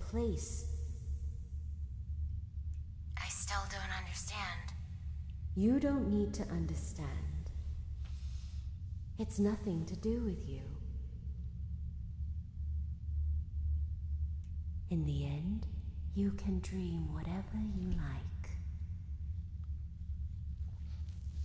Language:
English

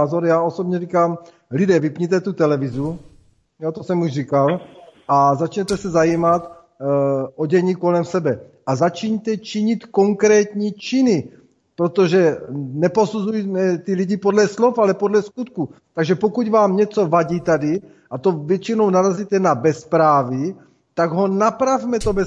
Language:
Czech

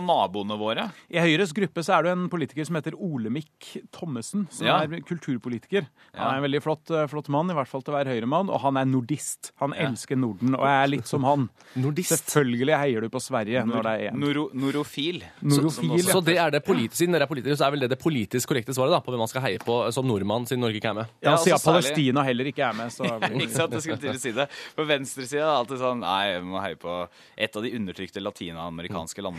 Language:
Norwegian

